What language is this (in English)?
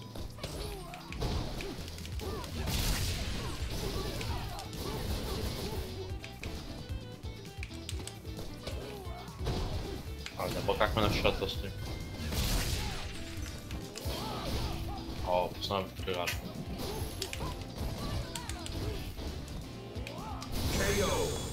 Bulgarian